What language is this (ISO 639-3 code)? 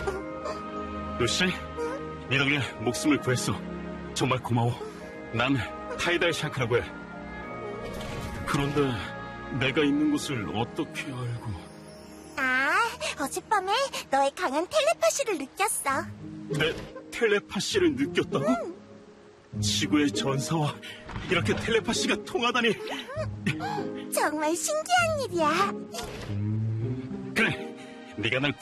kor